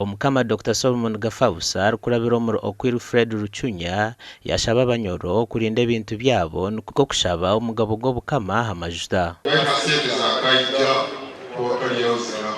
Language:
Nyankole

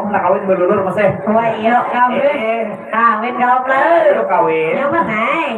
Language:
Banjar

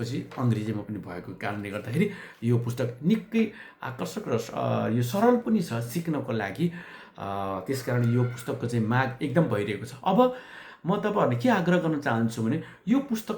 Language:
Nepali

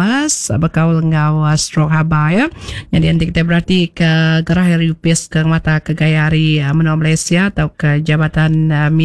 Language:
Iban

